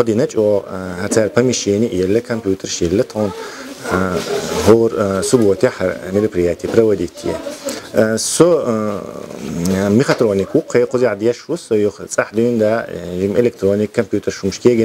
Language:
Chechen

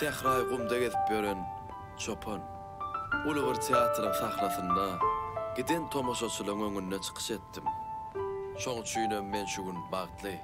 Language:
Turkmen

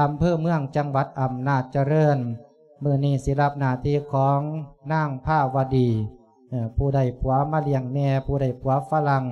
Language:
Lao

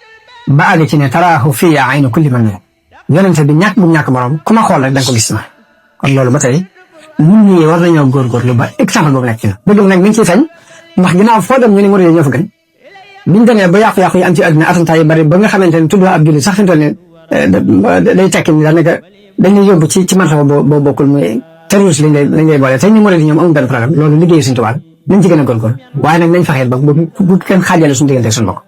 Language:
Wolof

